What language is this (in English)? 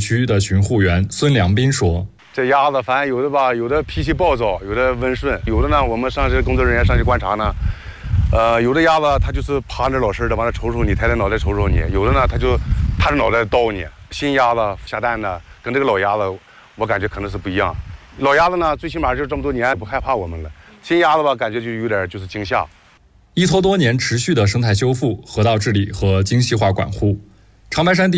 Chinese